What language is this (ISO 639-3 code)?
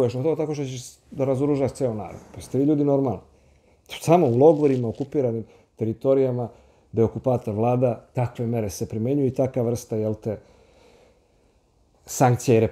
srp